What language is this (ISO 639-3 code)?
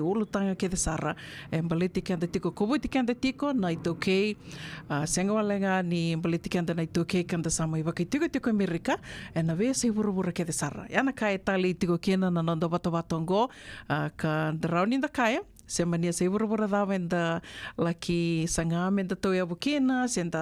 fij